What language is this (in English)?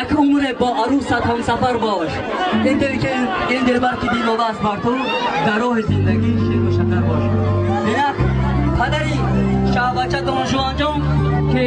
Tajik